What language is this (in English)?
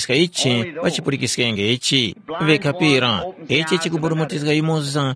Tumbuka